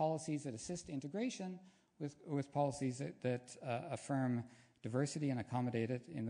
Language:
English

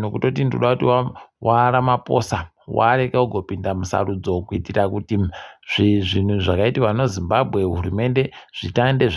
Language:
Ndau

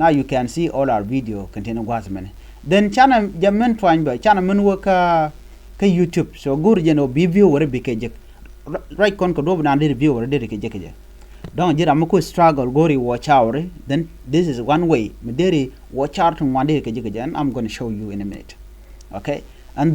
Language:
Nuer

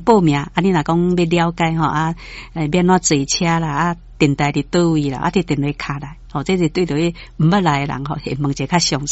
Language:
Min Nan Chinese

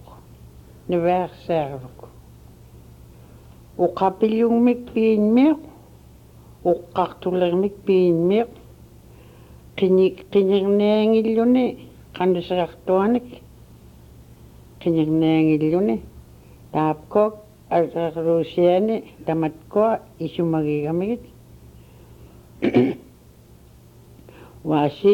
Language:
Inupiaq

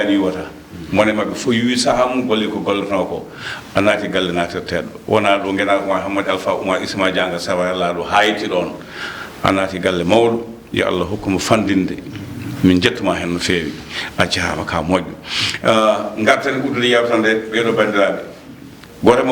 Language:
Fula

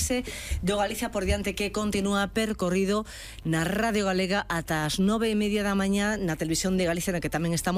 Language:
Galician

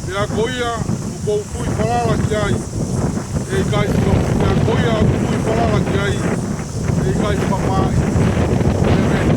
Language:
Tongan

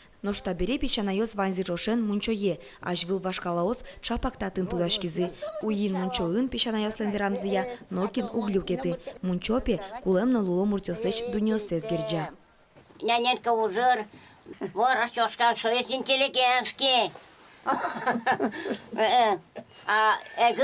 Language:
Udmurt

